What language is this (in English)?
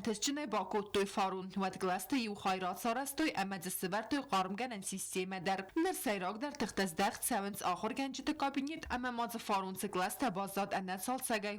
Ossetic